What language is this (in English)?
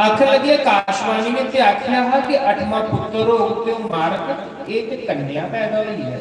Dogri